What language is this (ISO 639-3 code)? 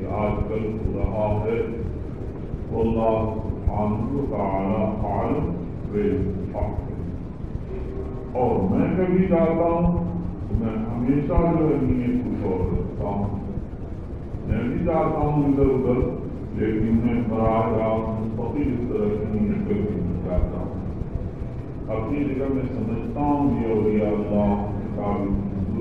urd